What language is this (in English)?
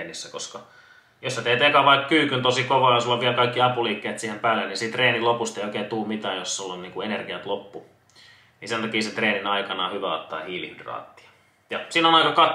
Finnish